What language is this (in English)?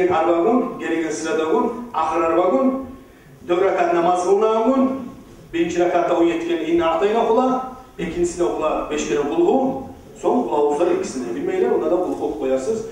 Kumyk